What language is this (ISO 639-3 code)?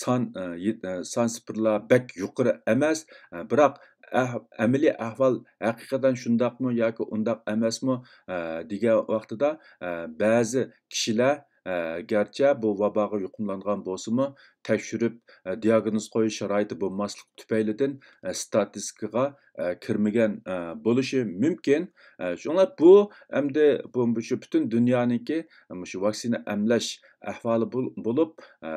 uig